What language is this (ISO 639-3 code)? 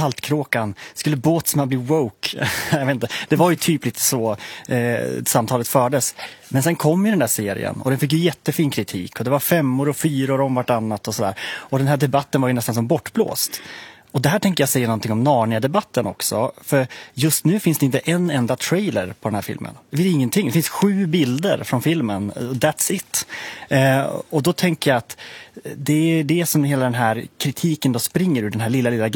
swe